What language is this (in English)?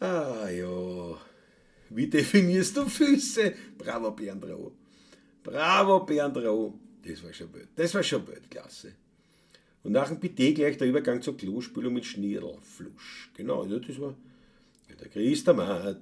Bavarian